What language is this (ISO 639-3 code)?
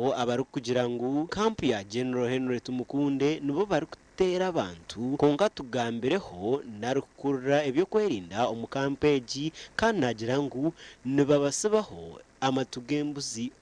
nyn